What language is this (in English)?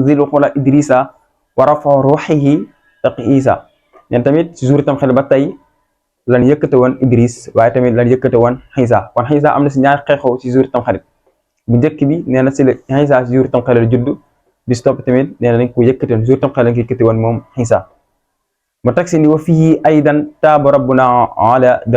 Wolof